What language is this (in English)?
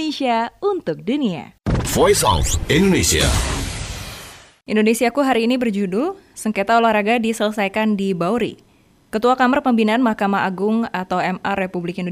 Indonesian